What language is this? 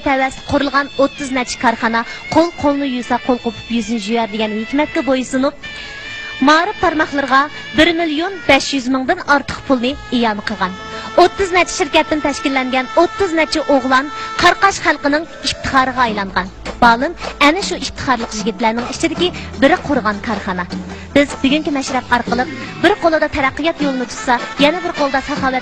Uyghur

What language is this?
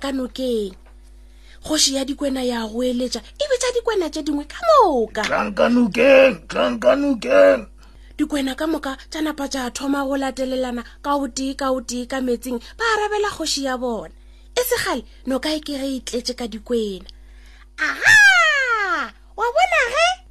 Northern Sotho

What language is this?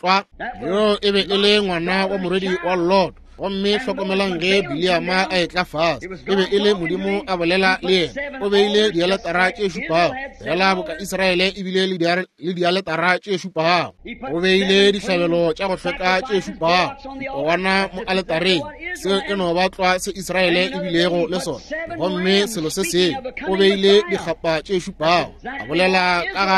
Northern Sotho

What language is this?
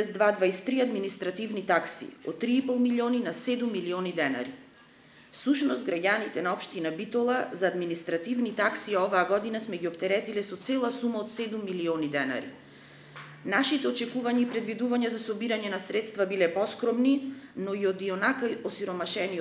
Macedonian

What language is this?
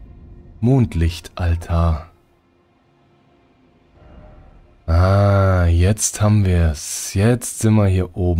German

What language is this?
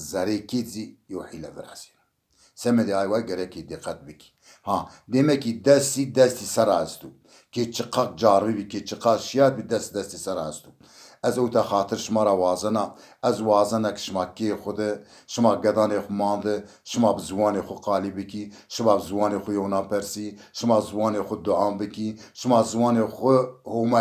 Zaza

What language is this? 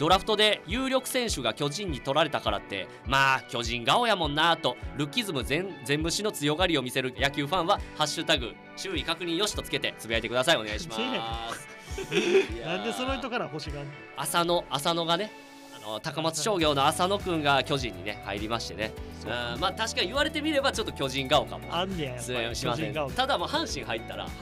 Japanese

